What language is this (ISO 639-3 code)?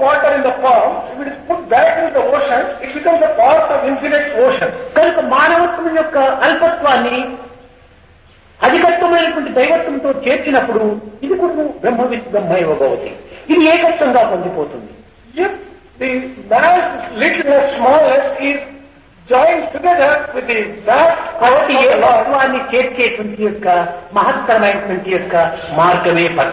tel